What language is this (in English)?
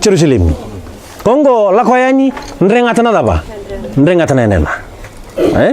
Fijian